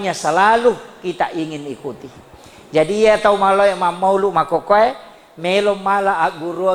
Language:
Buginese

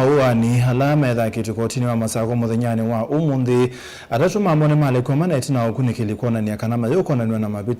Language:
Kamba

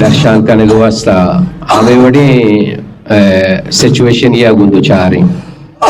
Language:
Eastern Balochi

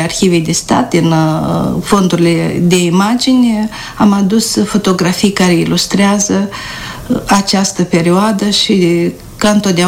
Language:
Romanian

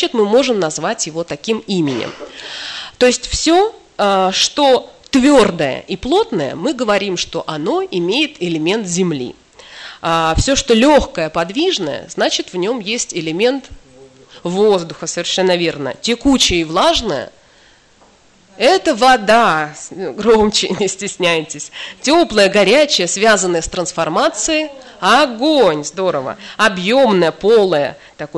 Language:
Russian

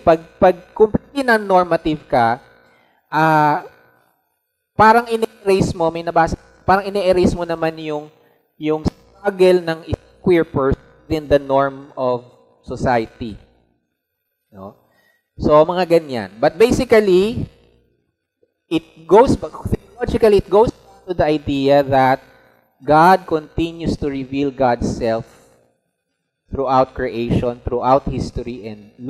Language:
Filipino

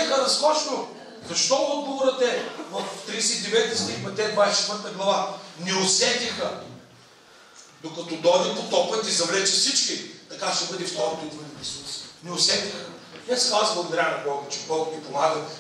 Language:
Bulgarian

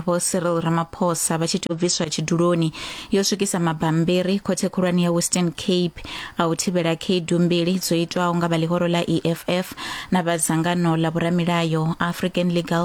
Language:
Venda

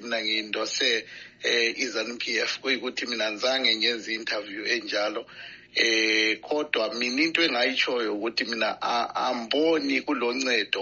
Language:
North Ndebele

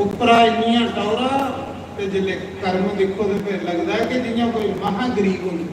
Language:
Dogri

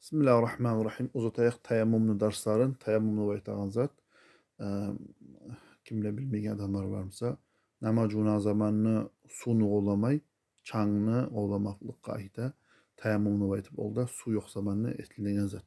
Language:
Kumyk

